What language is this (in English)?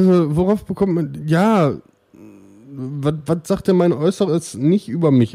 German